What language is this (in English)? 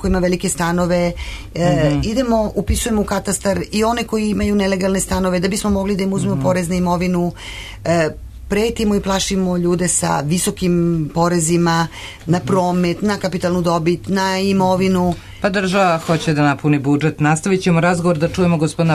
Serbian